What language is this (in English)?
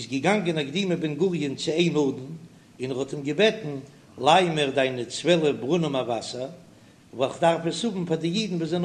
Yiddish